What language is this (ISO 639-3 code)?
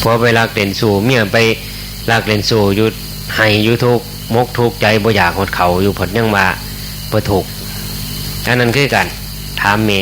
tts